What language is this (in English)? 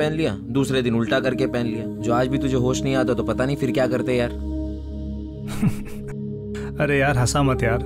Hindi